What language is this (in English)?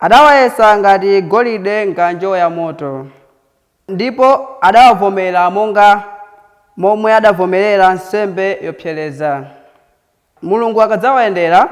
Nyanja